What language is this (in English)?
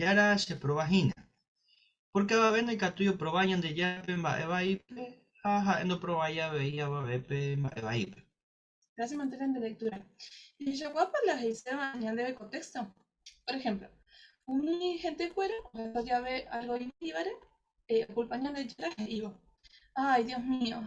Guarani